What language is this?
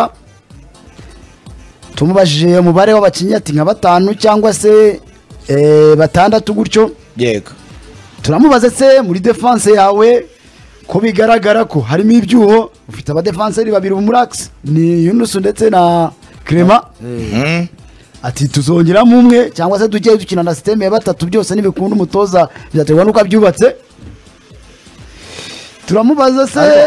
Kinyarwanda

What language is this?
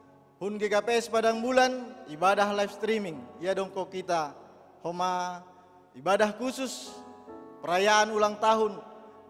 Batak Simalungun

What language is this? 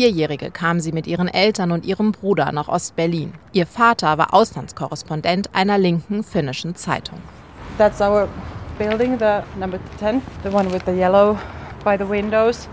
German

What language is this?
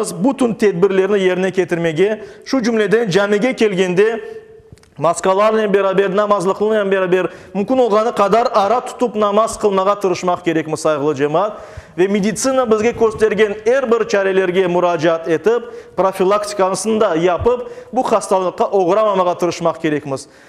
Crimean Tatar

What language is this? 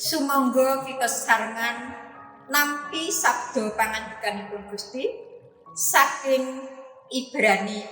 Javanese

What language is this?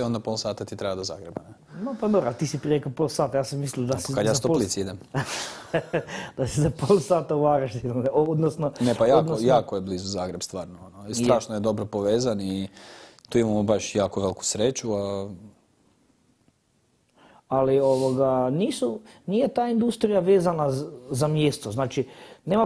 Croatian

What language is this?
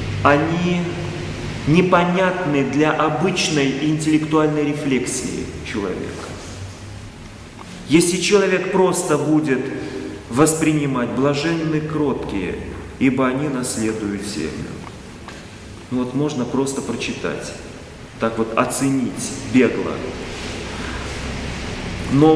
Russian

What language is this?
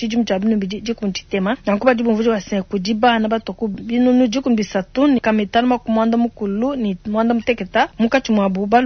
Luba-Lulua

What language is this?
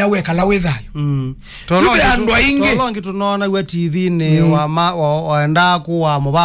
Kamba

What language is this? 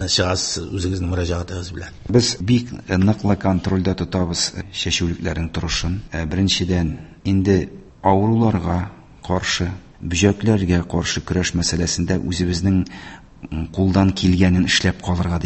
Tatar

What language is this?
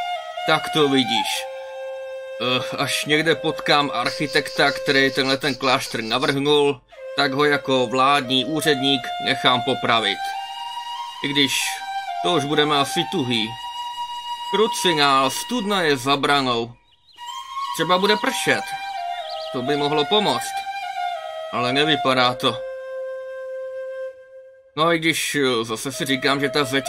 Czech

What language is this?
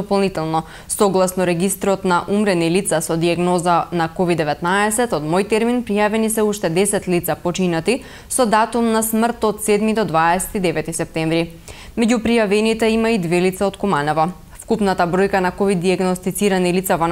Macedonian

